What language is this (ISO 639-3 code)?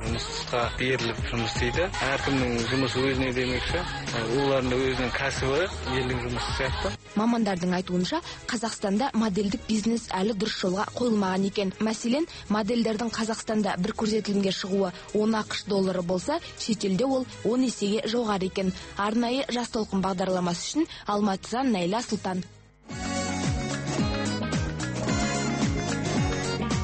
kaz